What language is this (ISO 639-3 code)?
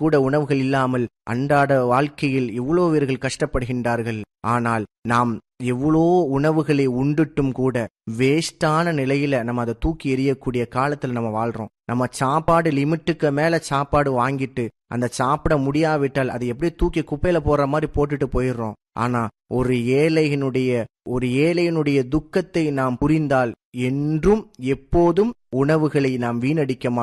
tam